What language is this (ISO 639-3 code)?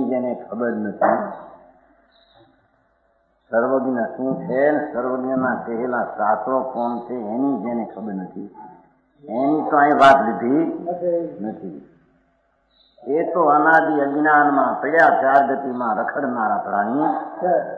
guj